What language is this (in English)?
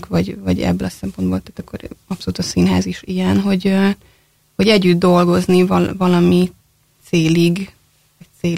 Hungarian